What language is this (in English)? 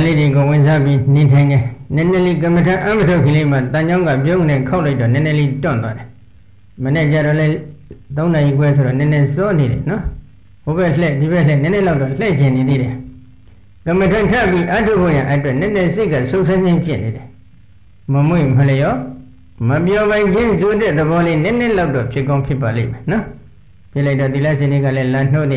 Burmese